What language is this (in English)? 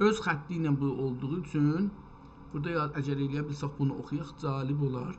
South Azerbaijani